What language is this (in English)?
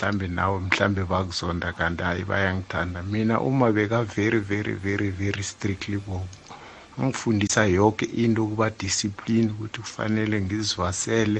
South Ndebele